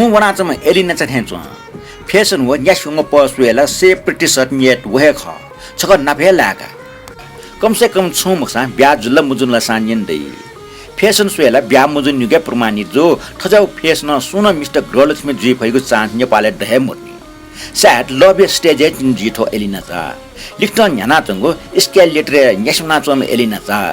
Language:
Newari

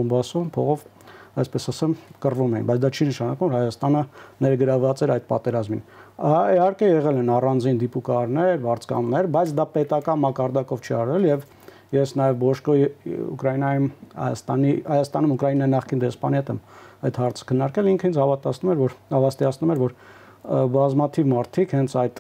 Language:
Armenian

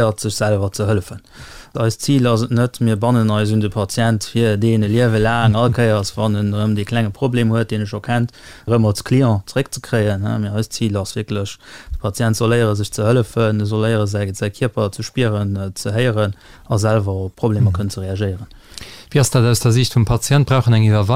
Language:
Luxembourgish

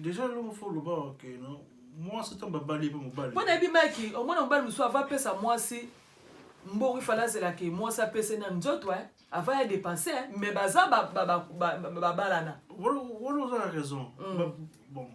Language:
Lingala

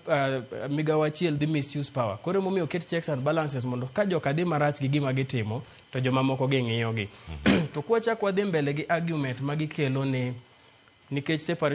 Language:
Luo (Kenya and Tanzania)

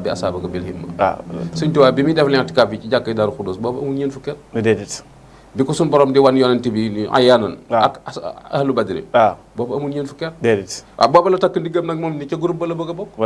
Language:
Wolof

